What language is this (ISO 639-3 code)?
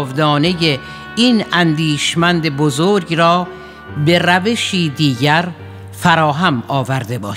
fas